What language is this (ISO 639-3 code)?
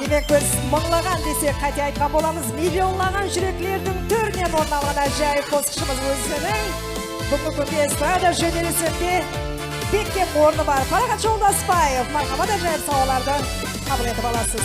kaa